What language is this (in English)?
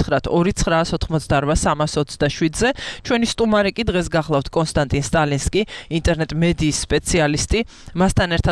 Georgian